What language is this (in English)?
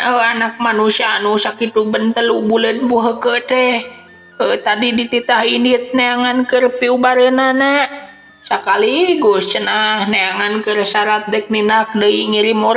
Sundanese